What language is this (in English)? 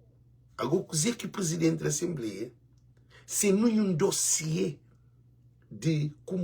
Kabuverdianu